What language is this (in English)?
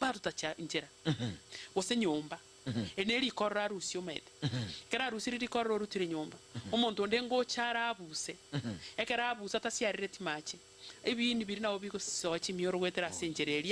Gusii